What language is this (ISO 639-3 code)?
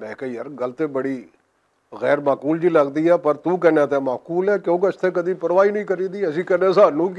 lah